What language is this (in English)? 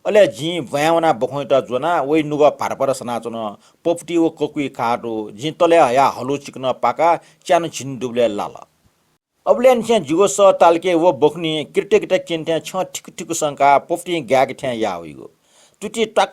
Newari